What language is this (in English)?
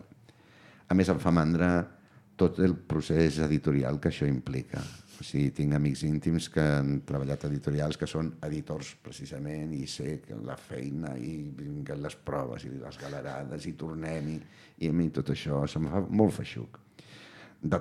Catalan